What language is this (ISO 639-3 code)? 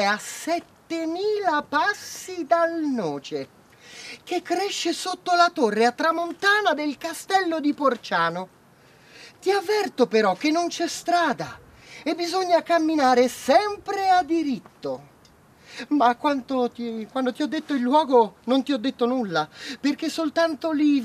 ita